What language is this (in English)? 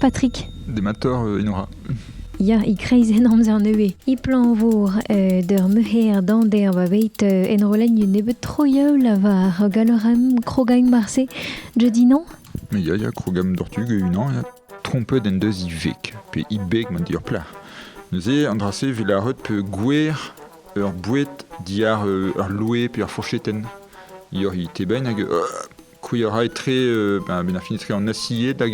Breton